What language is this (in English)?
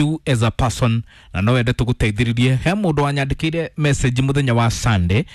Kikuyu